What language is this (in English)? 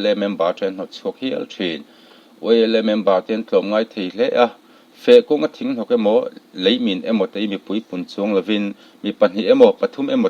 Mizo